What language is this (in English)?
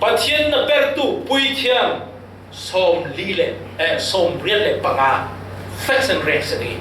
Falam Chin